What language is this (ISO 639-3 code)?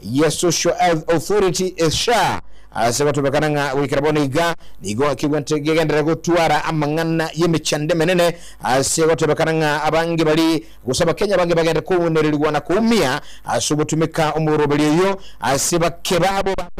guz